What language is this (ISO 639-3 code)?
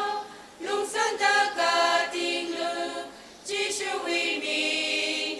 nmf